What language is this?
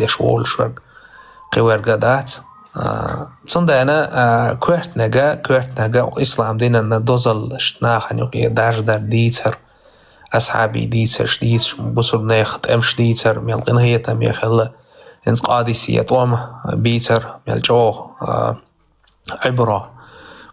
Chechen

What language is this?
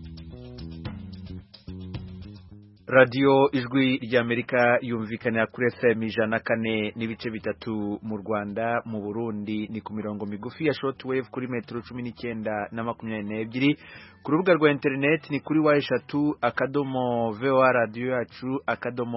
Kinyarwanda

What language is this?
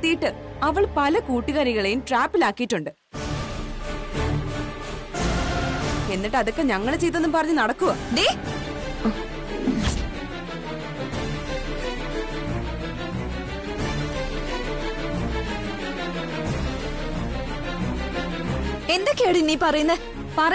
Malayalam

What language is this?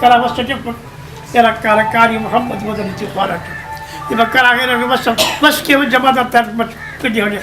Brahui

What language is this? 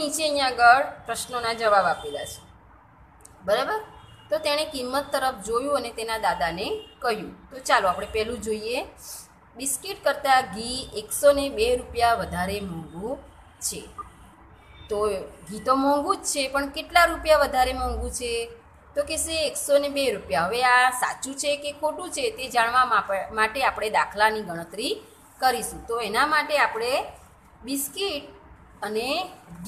Gujarati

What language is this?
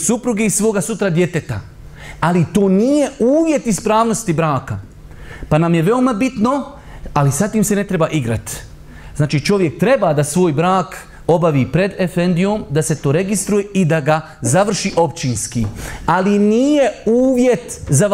Bosnian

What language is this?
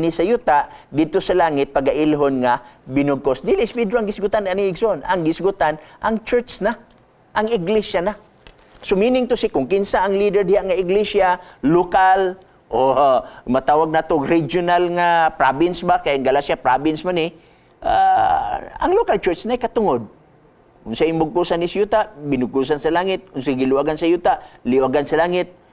Cebuano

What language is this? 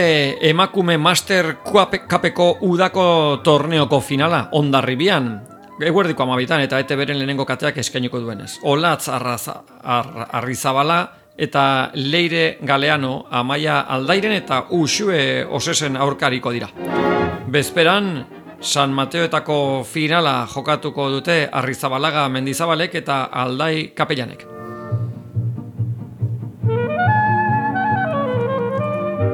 Basque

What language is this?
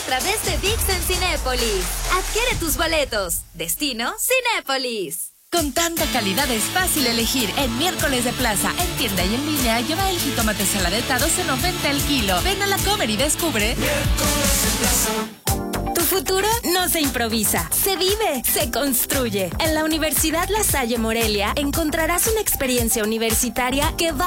Spanish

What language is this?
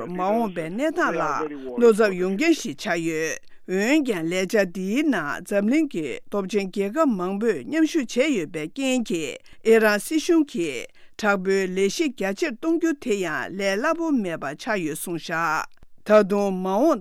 Tibetan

